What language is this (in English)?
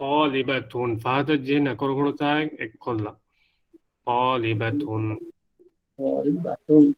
Divehi